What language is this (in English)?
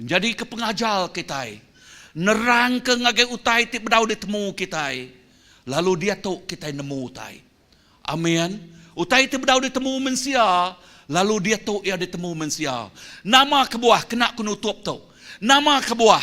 Iban